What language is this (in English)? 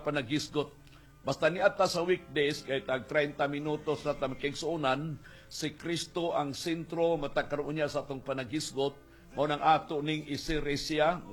Cebuano